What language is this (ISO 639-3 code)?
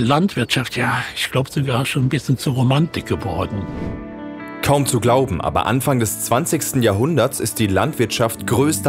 deu